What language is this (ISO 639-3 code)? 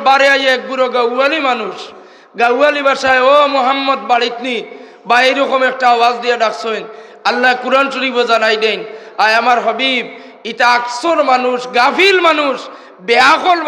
syl